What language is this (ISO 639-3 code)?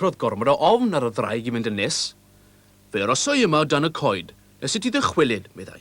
cym